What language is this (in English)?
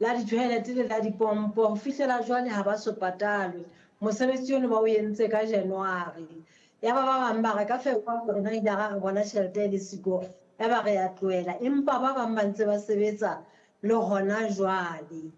Southern Sotho